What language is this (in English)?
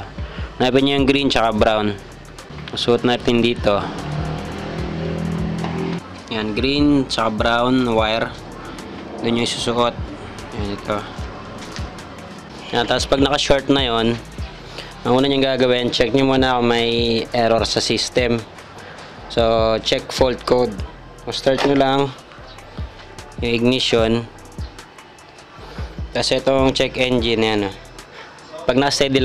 Filipino